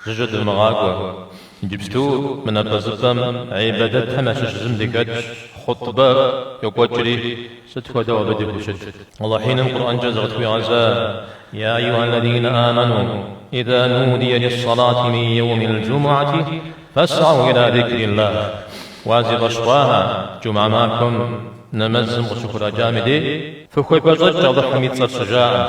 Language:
Kabardian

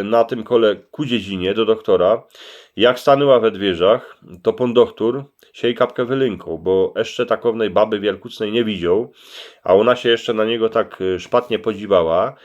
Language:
Silesian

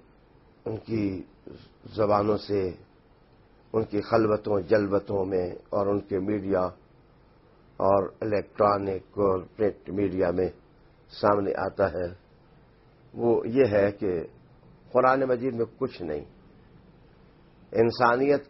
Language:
Urdu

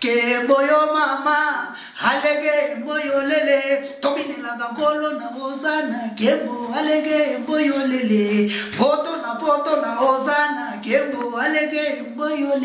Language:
Lingala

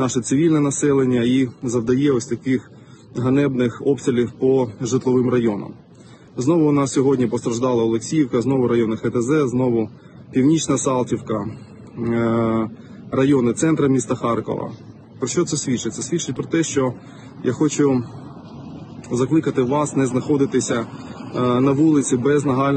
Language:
Ukrainian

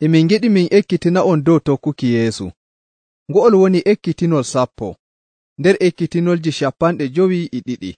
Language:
Nigerian Fulfulde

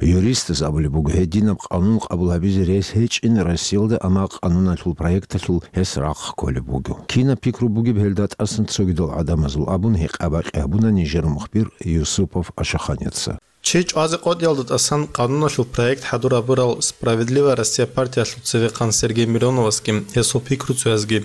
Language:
Avaric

